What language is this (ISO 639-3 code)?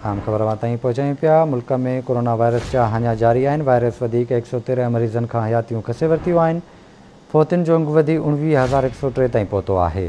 snd